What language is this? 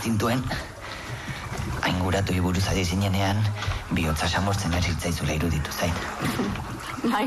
Basque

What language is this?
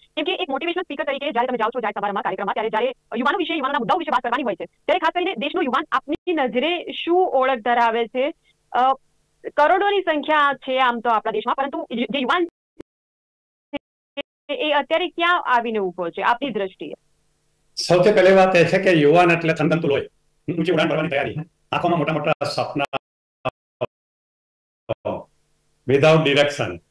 Gujarati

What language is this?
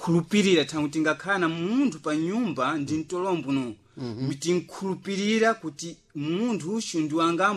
Sena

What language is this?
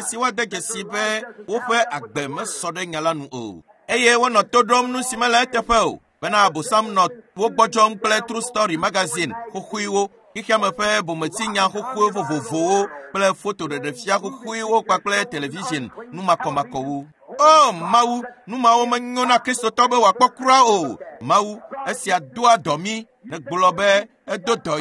Ewe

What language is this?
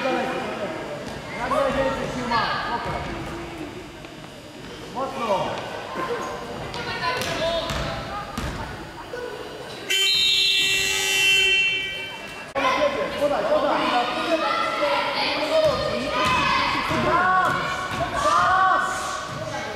Polish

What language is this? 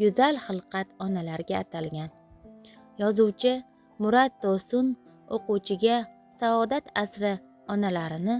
Uzbek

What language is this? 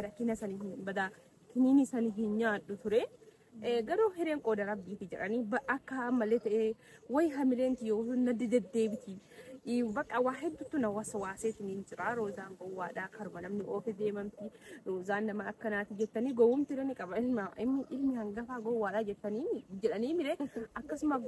Oromo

